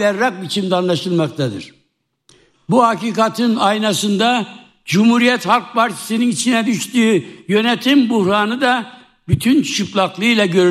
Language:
Turkish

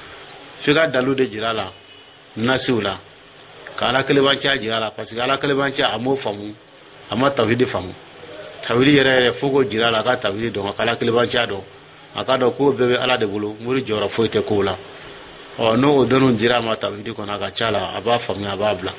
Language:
Dyula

